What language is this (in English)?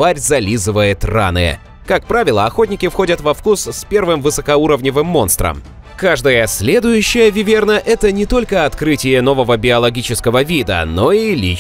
Russian